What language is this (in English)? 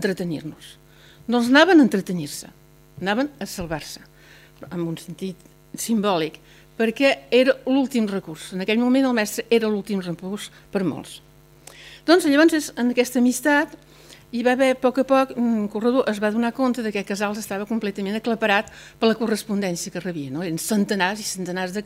Catalan